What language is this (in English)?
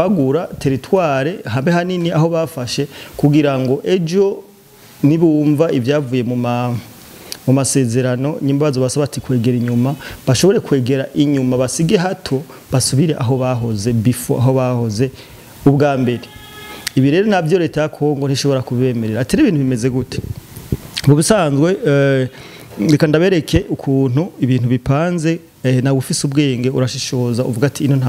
Rundi